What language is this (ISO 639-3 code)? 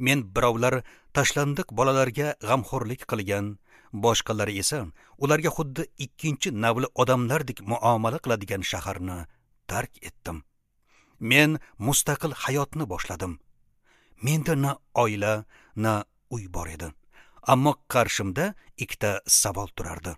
uzb